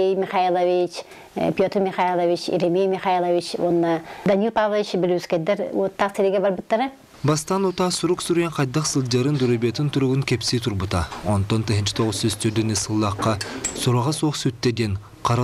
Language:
Yakut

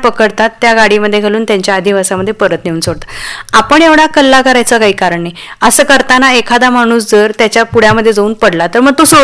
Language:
Marathi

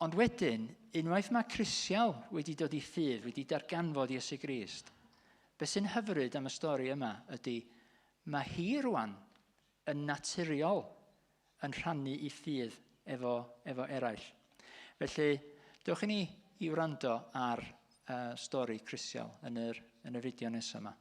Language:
Welsh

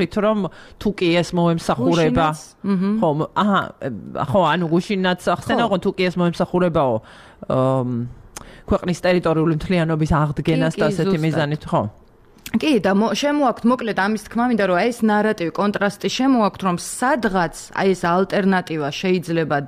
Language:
Georgian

